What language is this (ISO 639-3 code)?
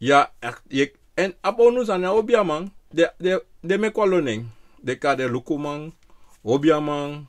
srn